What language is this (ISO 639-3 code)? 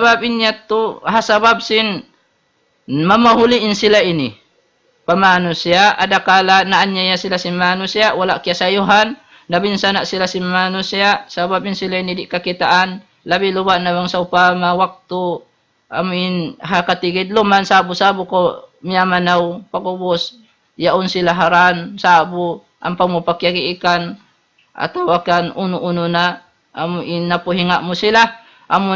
tsg